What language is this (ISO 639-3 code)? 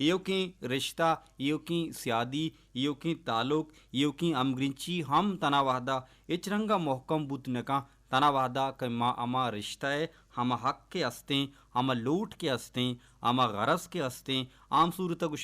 bal